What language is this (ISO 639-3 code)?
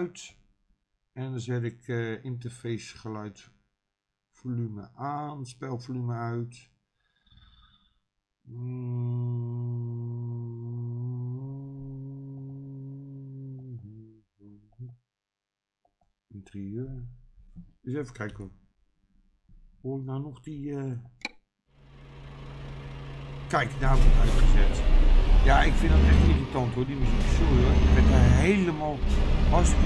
nld